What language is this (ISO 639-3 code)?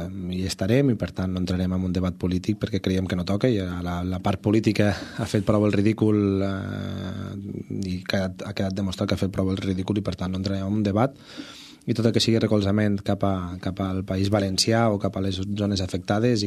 cat